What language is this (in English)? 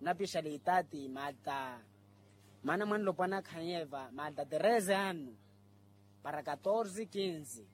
Makhuwa